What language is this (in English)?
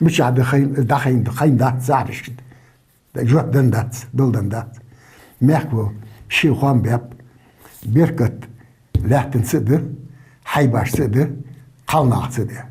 Ingush